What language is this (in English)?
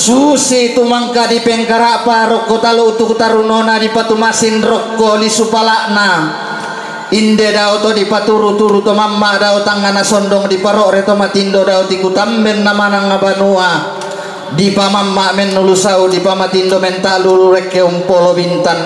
Toraja-Sa'dan